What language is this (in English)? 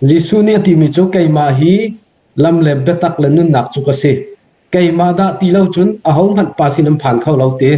Hakha Chin